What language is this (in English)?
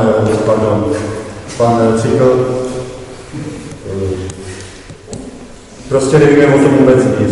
Czech